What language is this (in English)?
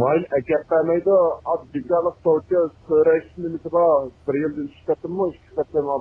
Uyghur